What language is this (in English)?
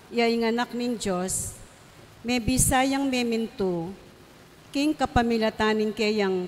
Pampanga